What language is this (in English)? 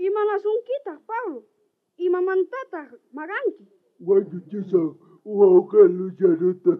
South Bolivian Quechua